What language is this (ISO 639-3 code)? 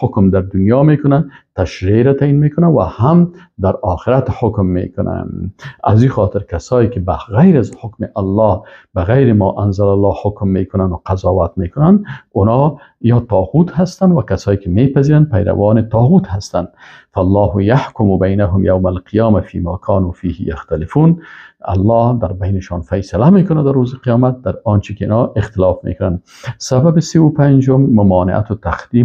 fas